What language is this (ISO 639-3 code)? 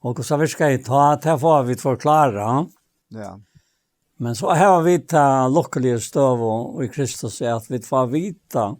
fao